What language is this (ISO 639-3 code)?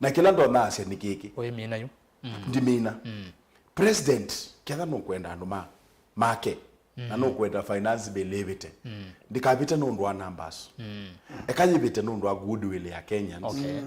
kam